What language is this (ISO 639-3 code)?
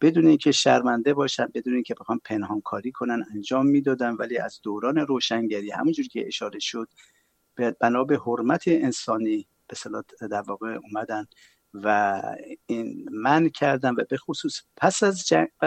fas